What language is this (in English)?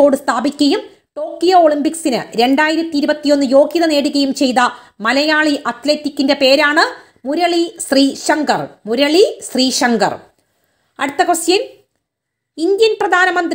Malayalam